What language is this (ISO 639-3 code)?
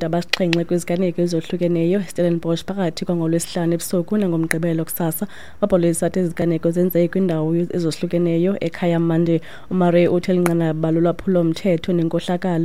xho